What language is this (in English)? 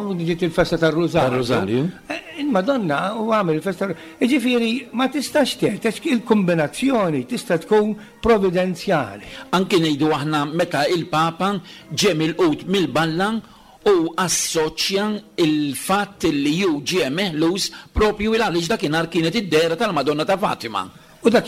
Maltese